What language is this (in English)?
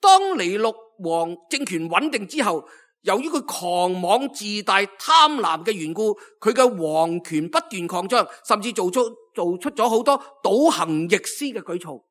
Cantonese